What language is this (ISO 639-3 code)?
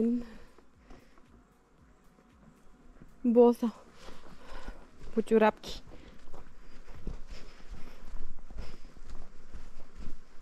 bul